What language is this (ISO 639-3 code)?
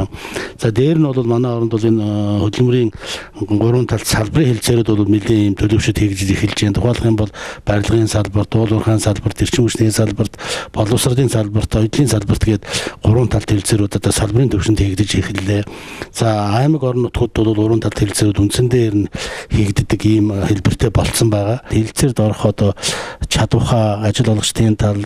mon